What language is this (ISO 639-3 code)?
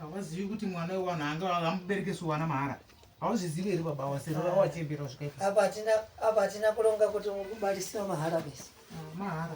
sna